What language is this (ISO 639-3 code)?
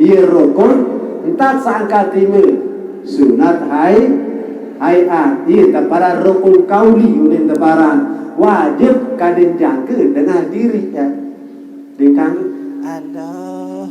sas